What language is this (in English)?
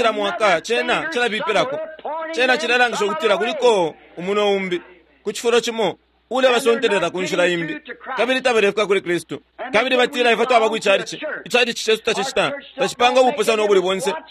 Bemba